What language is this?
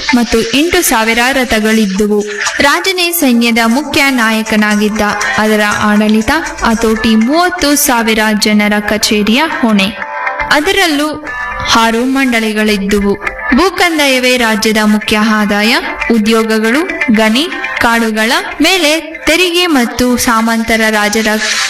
Kannada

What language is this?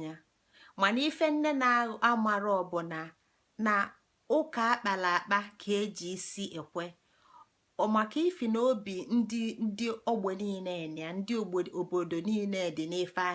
Igbo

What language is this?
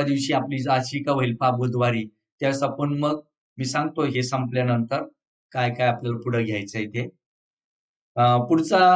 Marathi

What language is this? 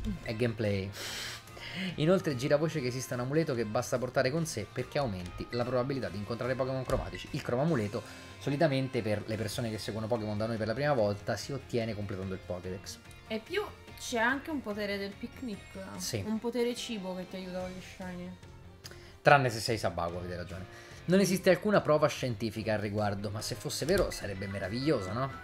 Italian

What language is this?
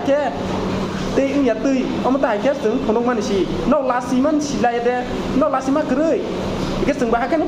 Kok Borok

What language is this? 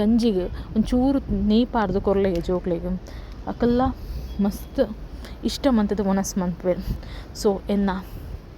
Tulu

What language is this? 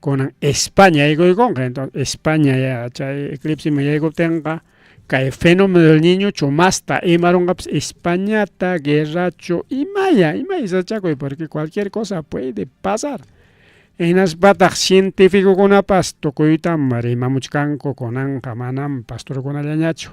Ayacucho Quechua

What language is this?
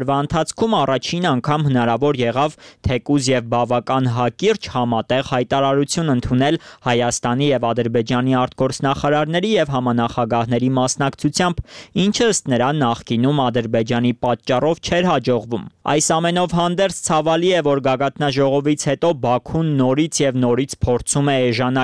Armenian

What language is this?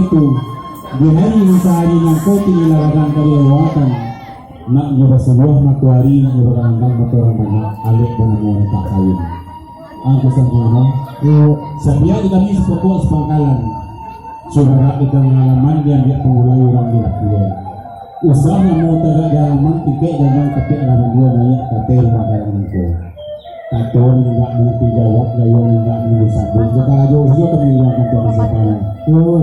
Minangkabau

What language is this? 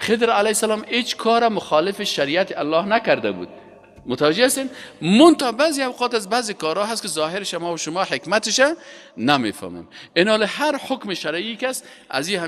Persian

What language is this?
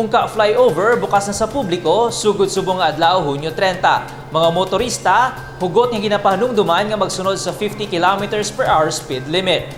Hiligaynon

